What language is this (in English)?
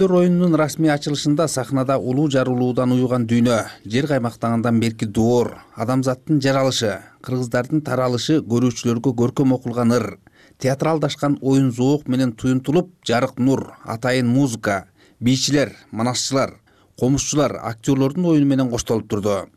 Kyrgyz